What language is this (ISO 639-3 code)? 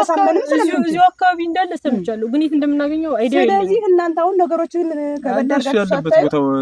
amh